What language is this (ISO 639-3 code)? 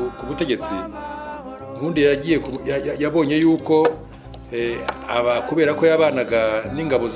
kin